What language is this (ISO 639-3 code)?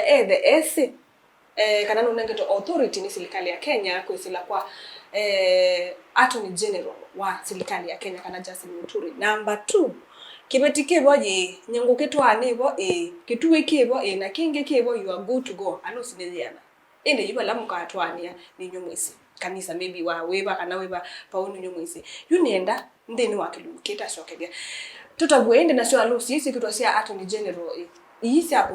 kam